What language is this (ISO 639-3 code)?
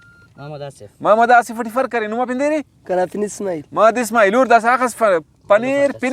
brh